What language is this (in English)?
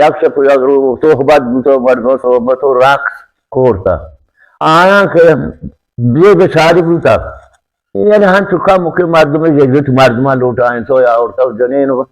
Baluchi